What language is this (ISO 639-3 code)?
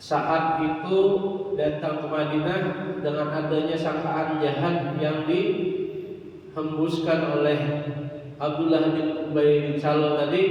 bjn